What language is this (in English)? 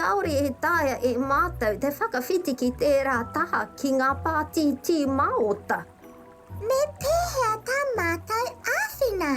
Māori